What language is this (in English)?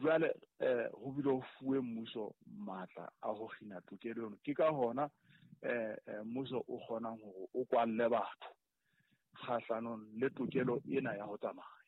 Southern Sotho